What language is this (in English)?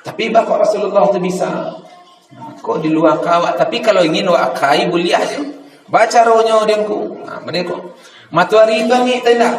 Minangkabau